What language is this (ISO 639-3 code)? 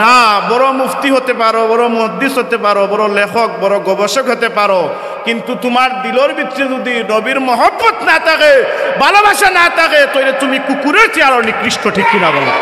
syl